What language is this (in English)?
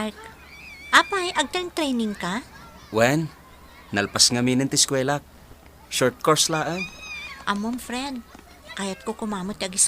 Iloko